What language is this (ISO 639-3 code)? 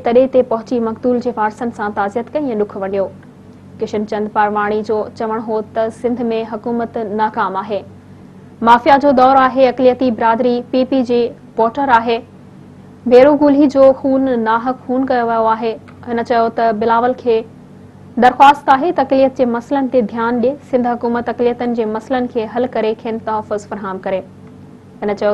snd